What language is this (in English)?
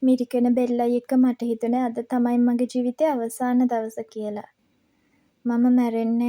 Sinhala